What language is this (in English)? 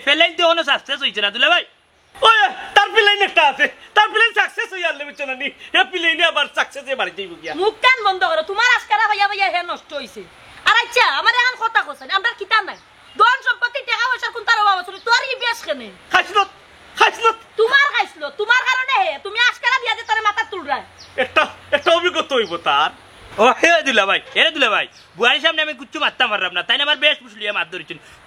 Sylheti